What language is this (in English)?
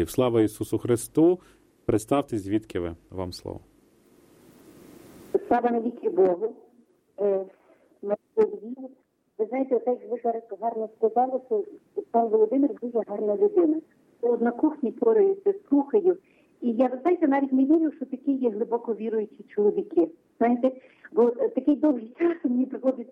Ukrainian